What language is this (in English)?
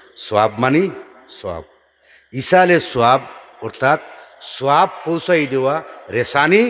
Sylheti